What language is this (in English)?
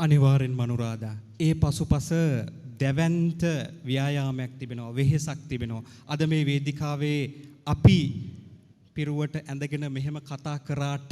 Sinhala